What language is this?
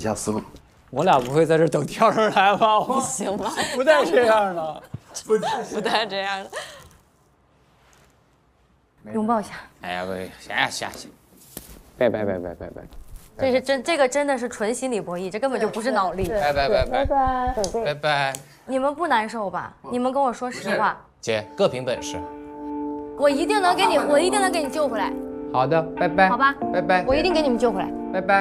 Chinese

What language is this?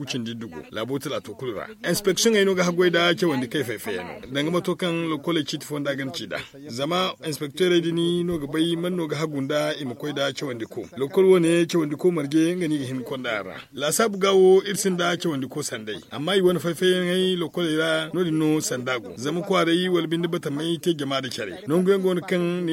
Zarma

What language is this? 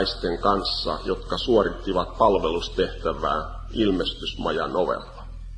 Finnish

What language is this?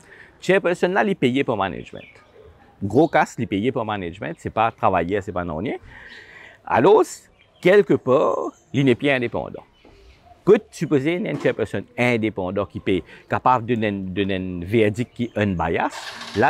Morisyen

